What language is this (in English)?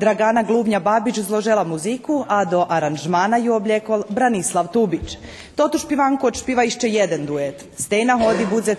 Rusyn